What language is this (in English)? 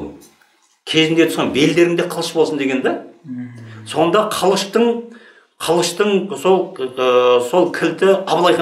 Kazakh